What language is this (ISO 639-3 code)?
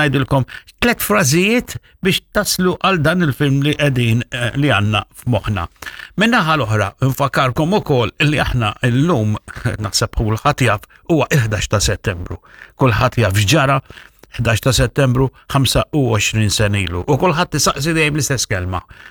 mlt